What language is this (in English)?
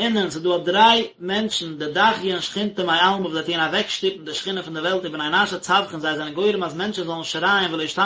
Yiddish